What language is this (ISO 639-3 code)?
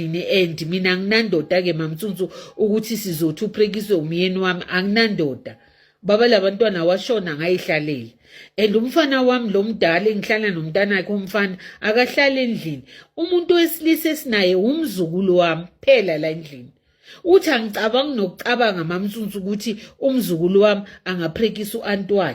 zul